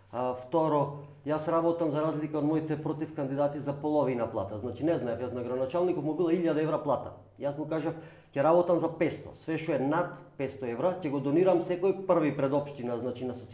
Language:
Macedonian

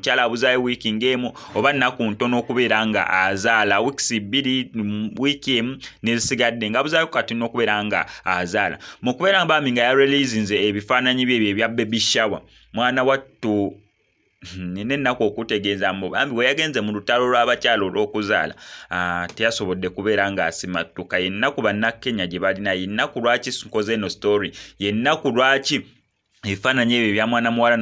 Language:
Ganda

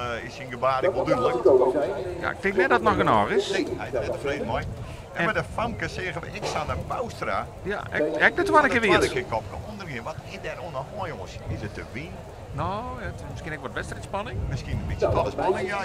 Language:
Western Frisian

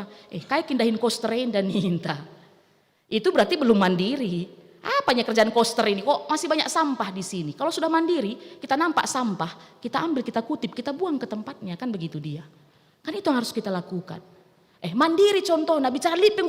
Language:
Batak Karo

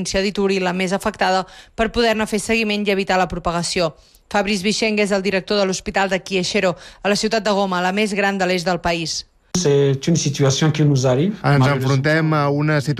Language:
Catalan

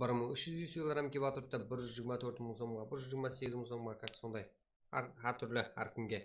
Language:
Kara-Kalpak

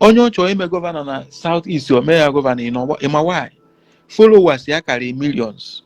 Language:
Igbo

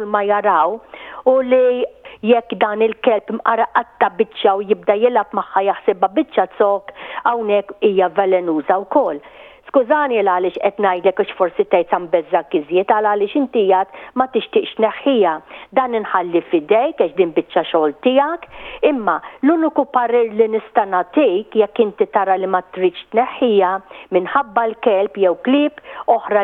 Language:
Maltese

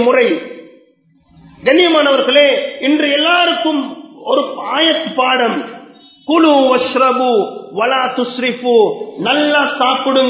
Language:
Tamil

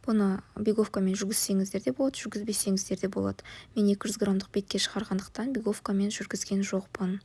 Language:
Kazakh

